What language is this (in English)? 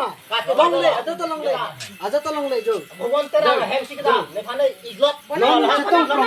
Karbi